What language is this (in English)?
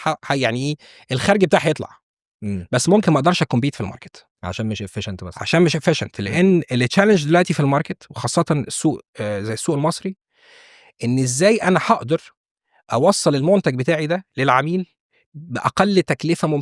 Egyptian Arabic